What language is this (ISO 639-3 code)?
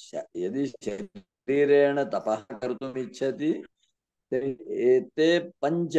san